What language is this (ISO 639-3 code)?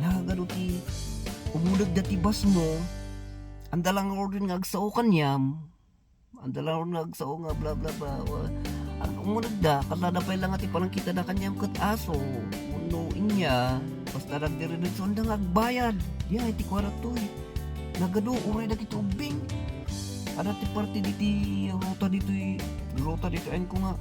ilo